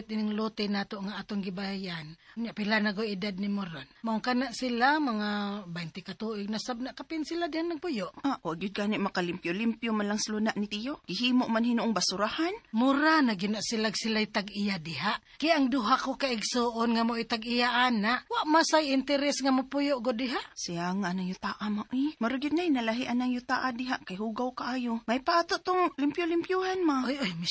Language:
Cebuano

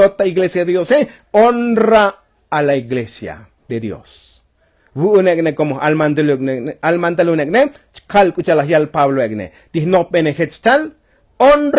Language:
Tzotzil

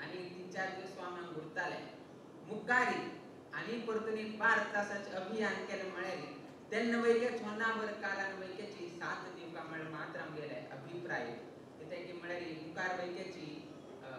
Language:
Konkani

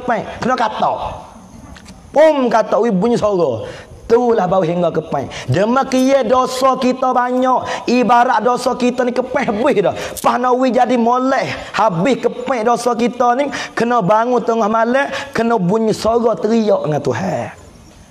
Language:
Pattani Malay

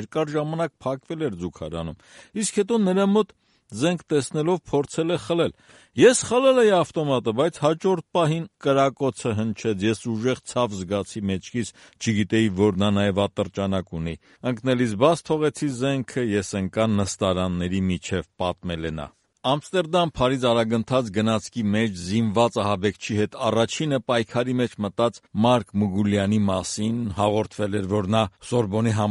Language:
Armenian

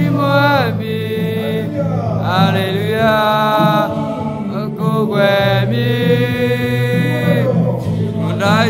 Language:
Burmese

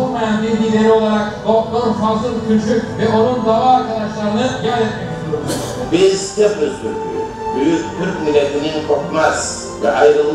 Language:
Turkish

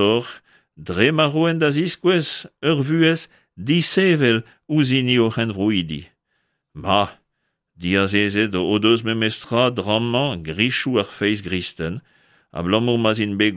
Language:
Breton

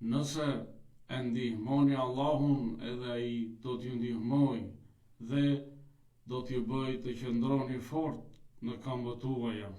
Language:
Albanian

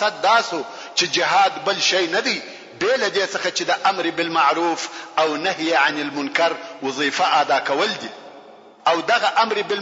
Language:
Pashto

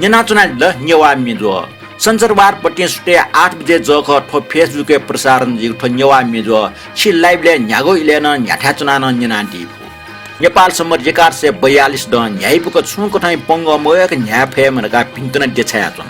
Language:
Newari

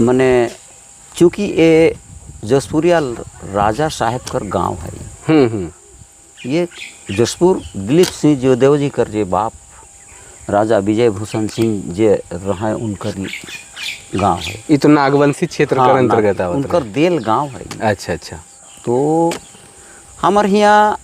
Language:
Sadri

